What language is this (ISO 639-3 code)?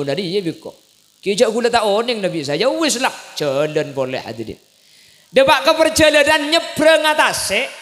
mad